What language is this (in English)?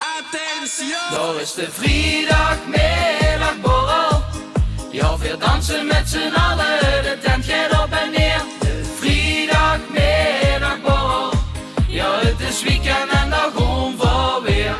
Limburgish